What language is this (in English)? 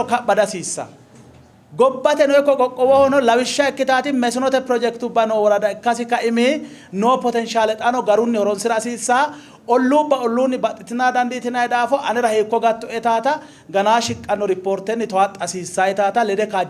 Sidamo